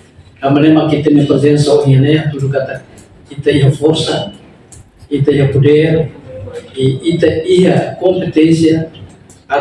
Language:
Tetum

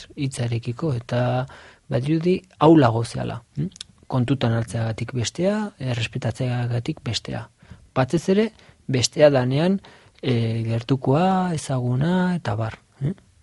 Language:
Basque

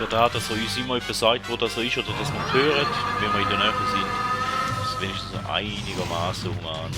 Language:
Swiss German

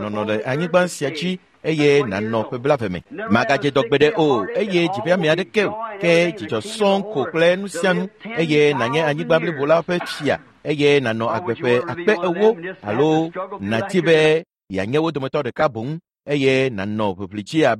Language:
Ewe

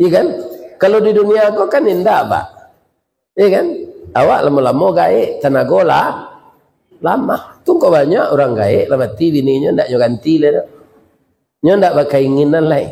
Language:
Minangkabau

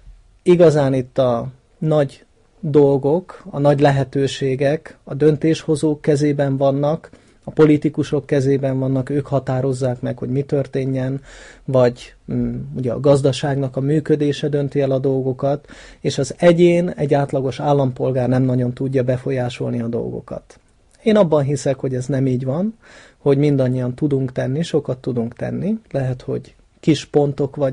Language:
Hungarian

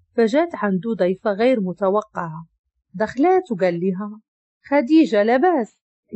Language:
Moroccan Arabic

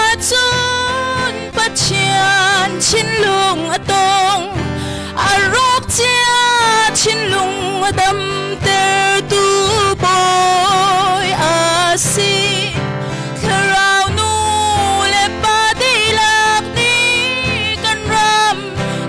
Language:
Hakha Chin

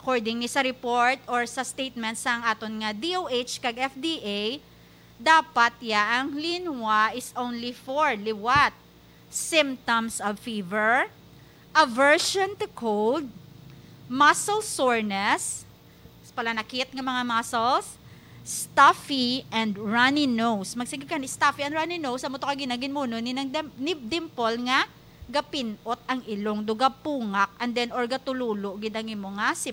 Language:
Hiligaynon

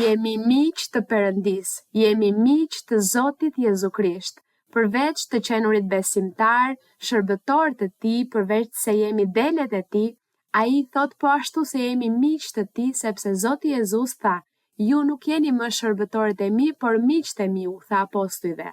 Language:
Albanian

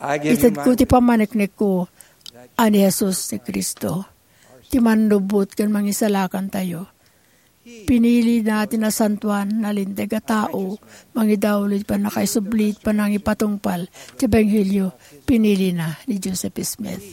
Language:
Iloko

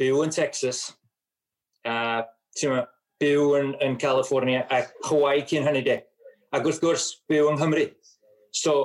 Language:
Welsh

